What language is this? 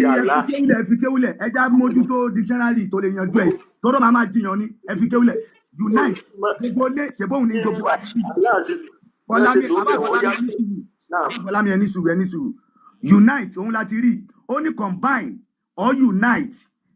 Yoruba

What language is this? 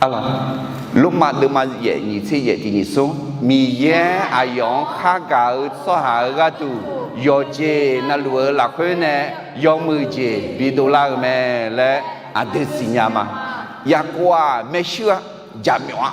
Akha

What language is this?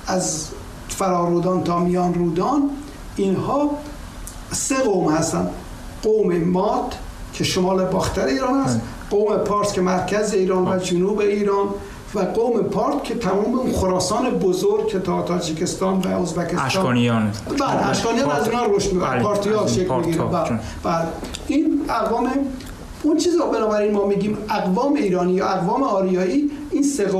Persian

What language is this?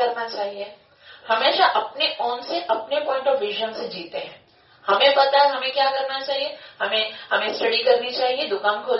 Hindi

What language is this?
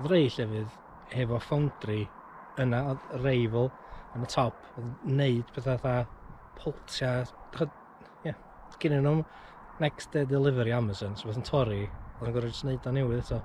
Welsh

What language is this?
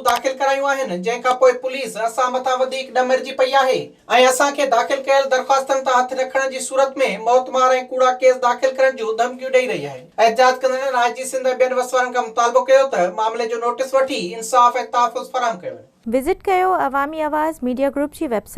Sindhi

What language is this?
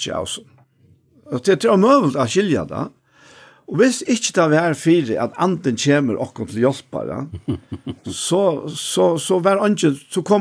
Faroese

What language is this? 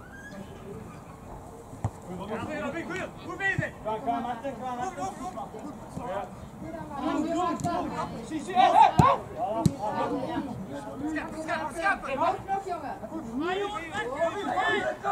Dutch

